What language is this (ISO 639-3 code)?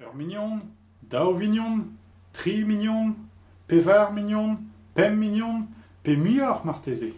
bre